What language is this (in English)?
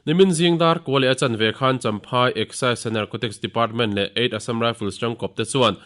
Mizo